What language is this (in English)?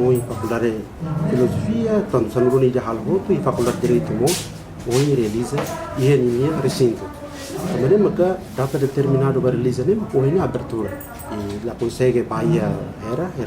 Tetum